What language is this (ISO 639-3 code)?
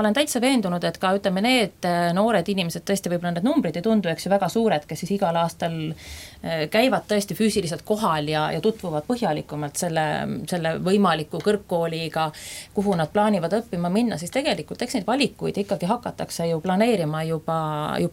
est